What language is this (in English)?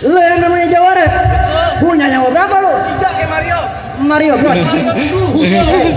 Betawi